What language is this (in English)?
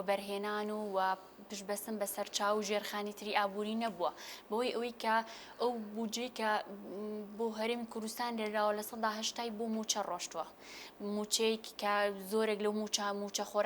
Central Kurdish